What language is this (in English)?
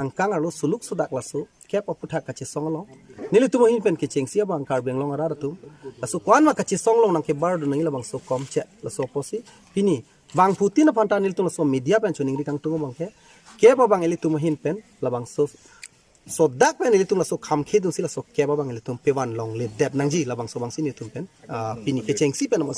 Karbi